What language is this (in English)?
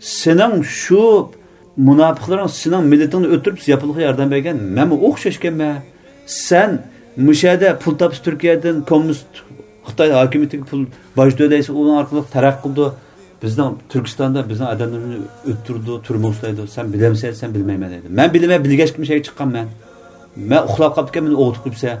Uyghur